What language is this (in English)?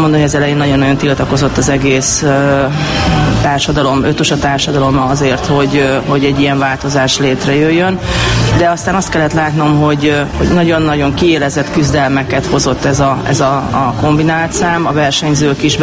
Hungarian